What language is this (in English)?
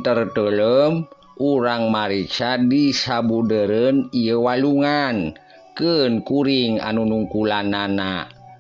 Sundanese